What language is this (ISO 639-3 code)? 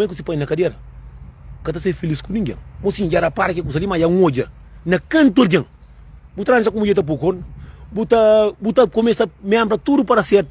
kea